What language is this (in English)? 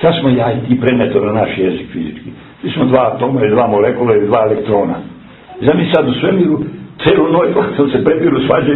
Serbian